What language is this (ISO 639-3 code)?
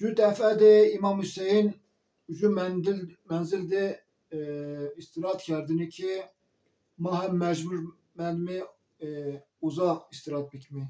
zza